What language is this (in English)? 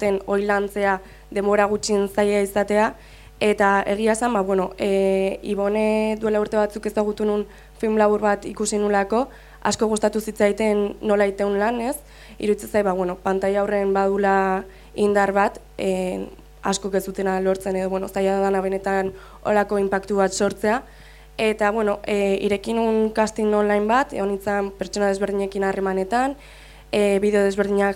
Basque